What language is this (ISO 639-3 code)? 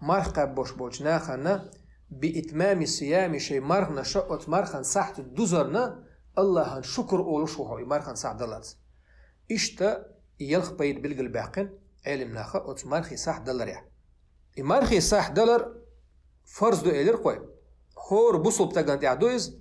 che